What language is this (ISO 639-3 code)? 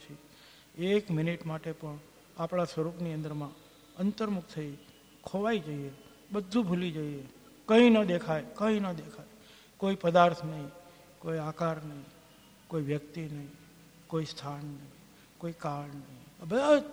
guj